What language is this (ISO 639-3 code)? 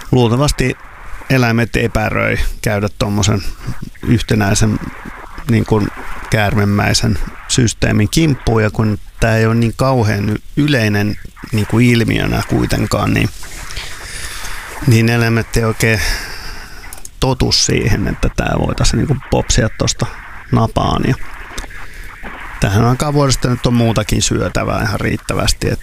fin